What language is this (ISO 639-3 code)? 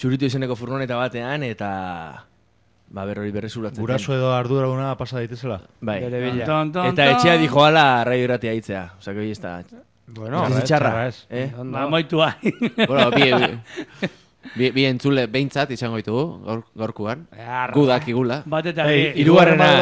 eus